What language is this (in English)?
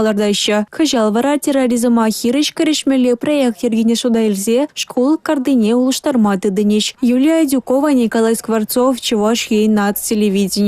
Chuvash